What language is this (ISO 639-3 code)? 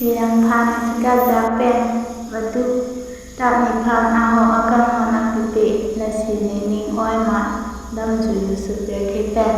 mjw